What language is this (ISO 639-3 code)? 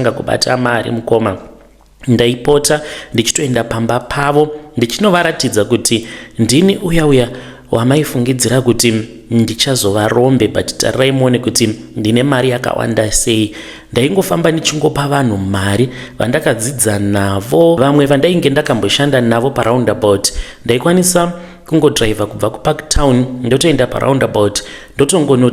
sna